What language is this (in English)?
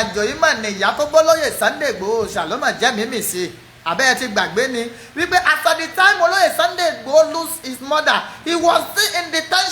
Yoruba